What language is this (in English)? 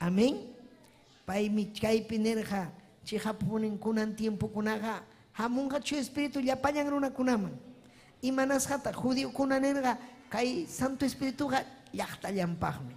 Ayacucho Quechua